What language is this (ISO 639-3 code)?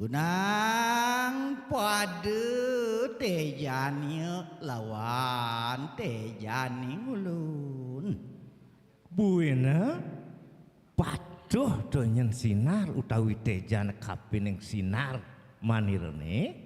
ban